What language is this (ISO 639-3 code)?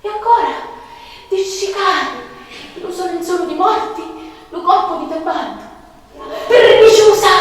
scn